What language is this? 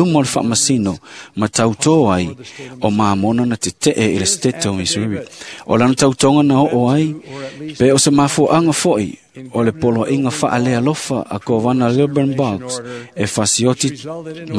Samoan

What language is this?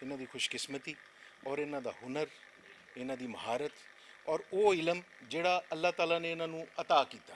Western Panjabi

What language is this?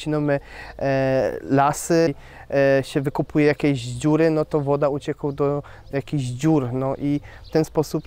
Silesian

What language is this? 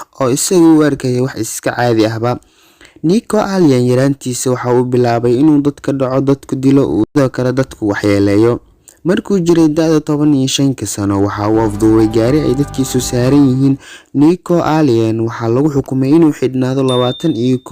Somali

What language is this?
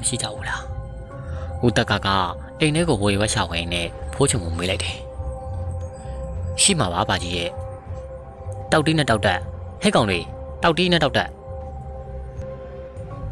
Burmese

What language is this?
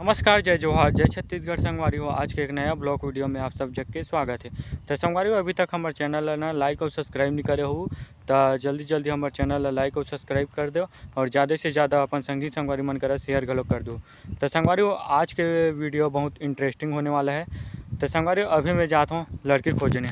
Chhattisgarhi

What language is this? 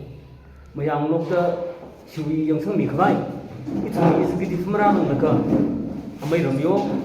Tangkhul Naga (India)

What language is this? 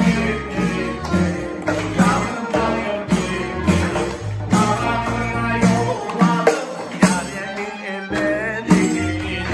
Crimean Tatar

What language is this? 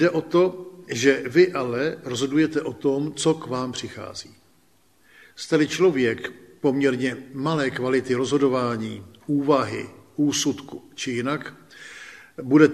Czech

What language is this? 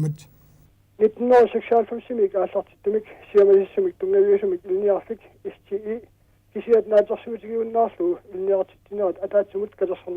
Kalaallisut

